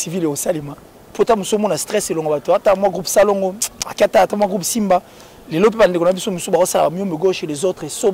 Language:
French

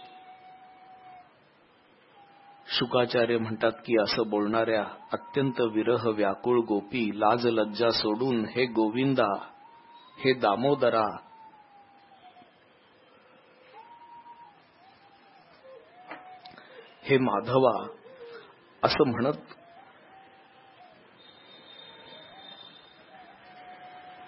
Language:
Marathi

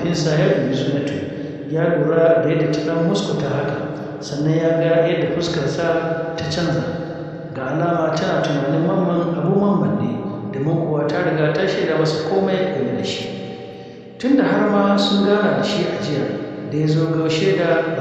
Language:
Hausa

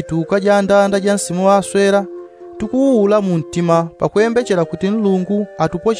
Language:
Yao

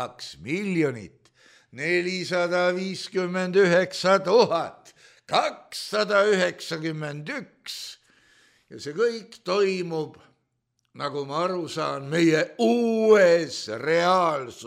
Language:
Estonian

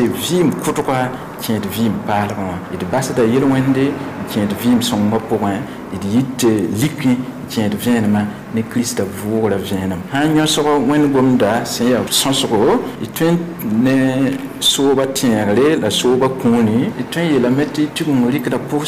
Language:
Mossi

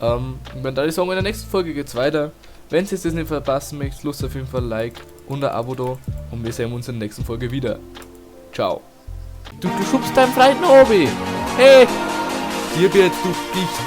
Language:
Bavarian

